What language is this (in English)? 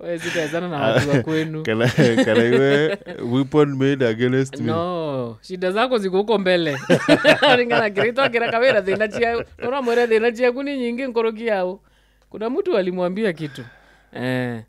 Meru